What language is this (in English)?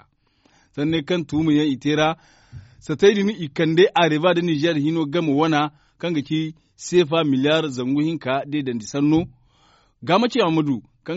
Zarma